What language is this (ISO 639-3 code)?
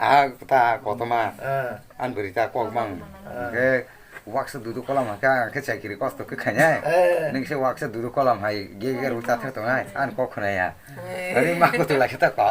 trp